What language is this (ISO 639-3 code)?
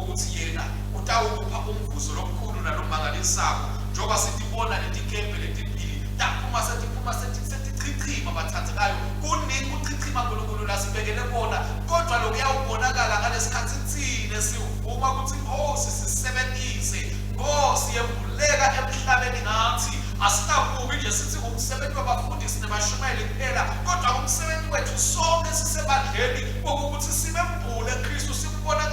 ssw